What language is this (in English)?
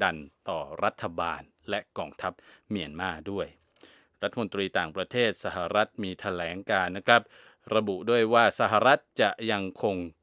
Thai